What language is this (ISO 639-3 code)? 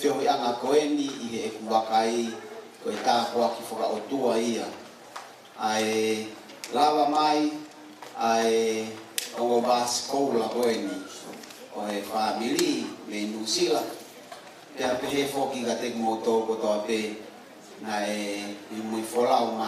ton